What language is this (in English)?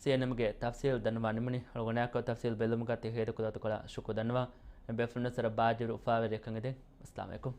Divehi